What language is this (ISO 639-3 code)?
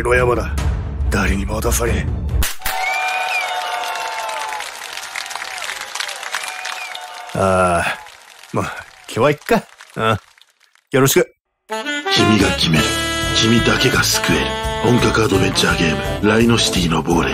jpn